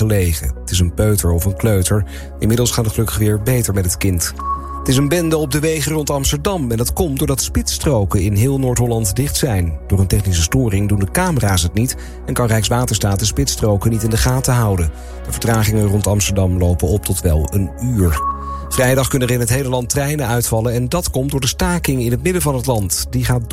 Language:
Dutch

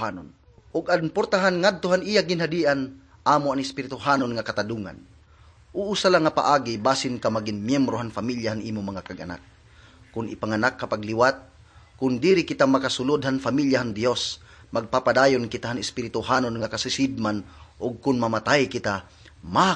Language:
Waray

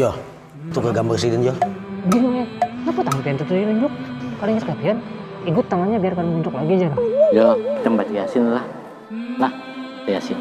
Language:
Banjar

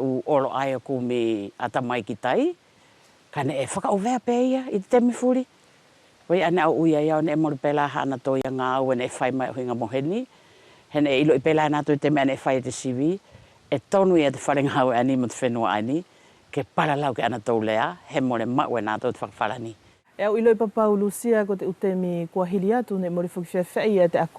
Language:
Wallisian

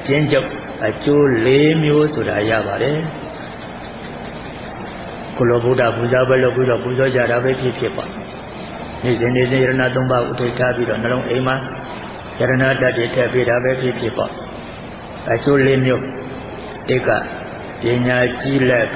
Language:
Burmese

